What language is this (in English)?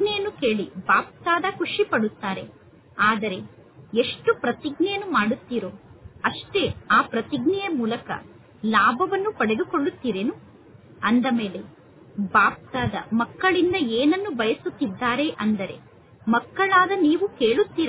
Kannada